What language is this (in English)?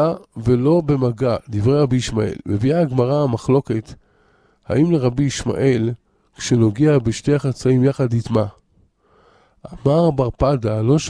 Hebrew